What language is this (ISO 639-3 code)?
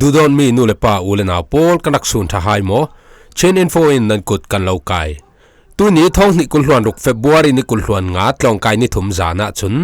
cfm